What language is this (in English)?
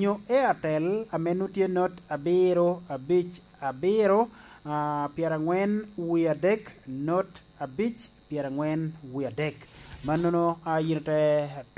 Lango (Uganda)